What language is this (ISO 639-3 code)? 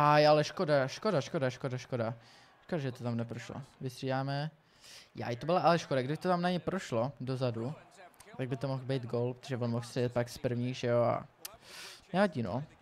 ces